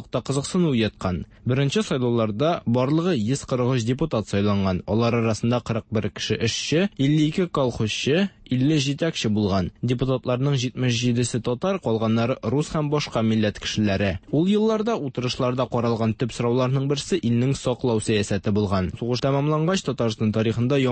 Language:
Tatar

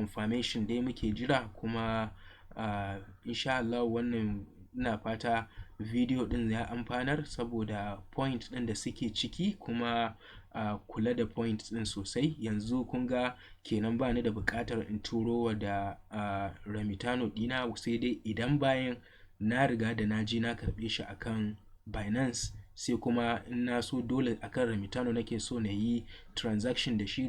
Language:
Hausa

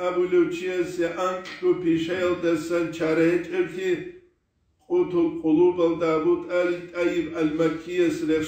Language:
Avaric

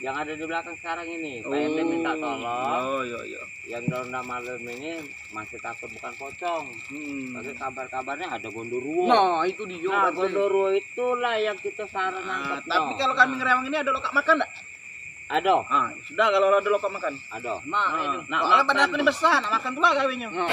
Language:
Musi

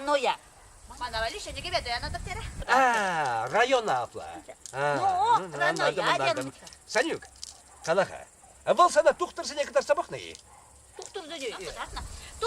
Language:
Chuvash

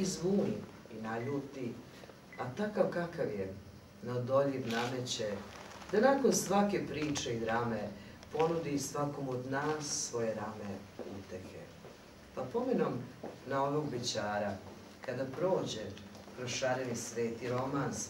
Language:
Serbian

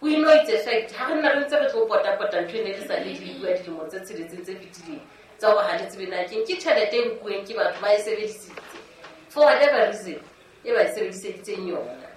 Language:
Southern Sotho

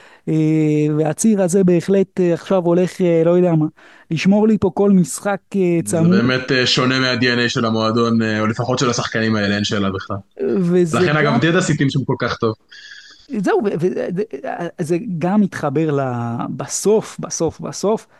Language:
Hebrew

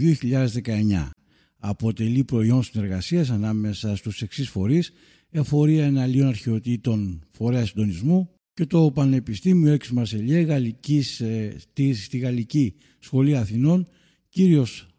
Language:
Greek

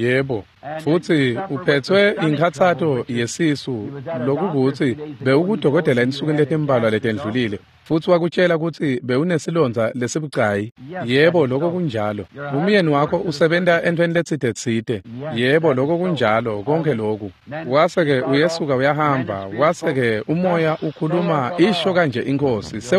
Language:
Swati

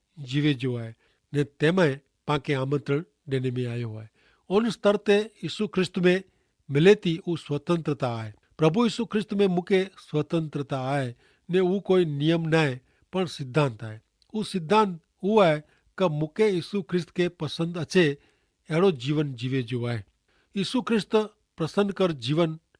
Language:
Kachhi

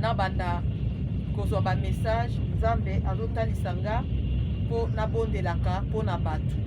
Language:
Lingala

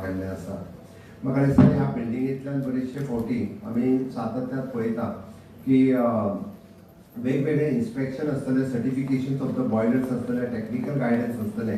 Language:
Konkani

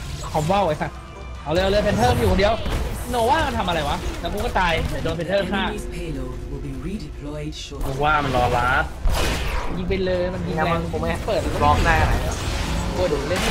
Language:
Thai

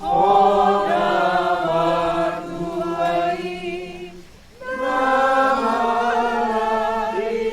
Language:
Batak Toba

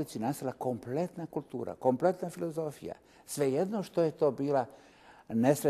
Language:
Serbian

